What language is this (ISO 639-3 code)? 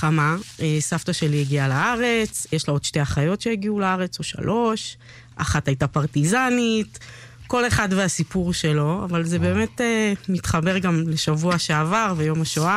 heb